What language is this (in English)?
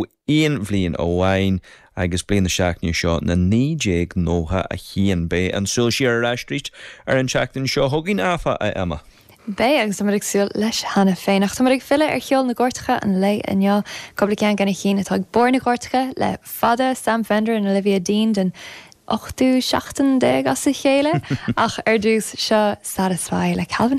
Irish